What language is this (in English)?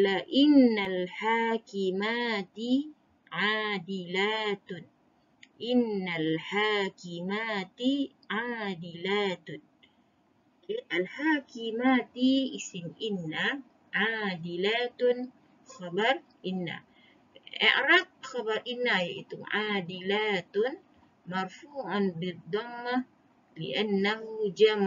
Malay